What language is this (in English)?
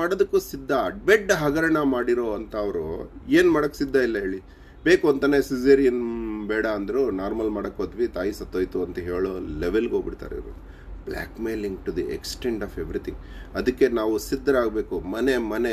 Kannada